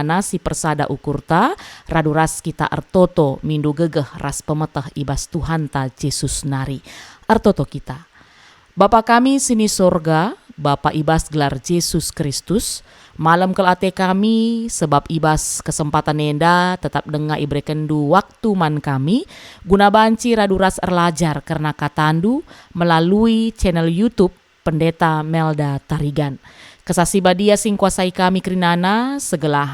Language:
Batak Karo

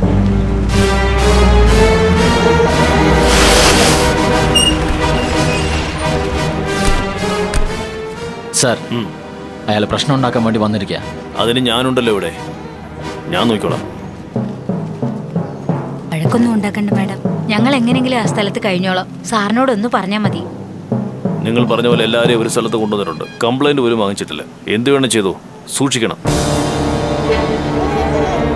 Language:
Malayalam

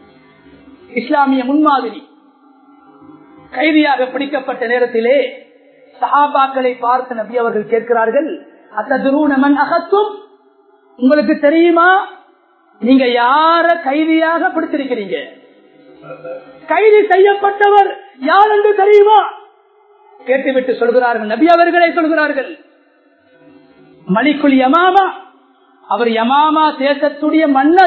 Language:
Tamil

